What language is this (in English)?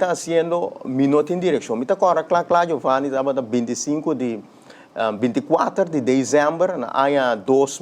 Papiamento